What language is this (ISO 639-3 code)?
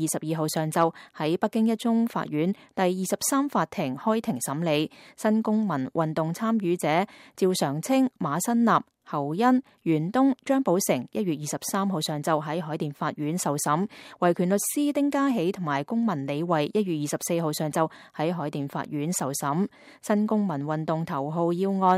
yue